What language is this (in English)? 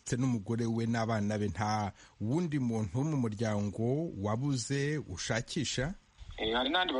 Kinyarwanda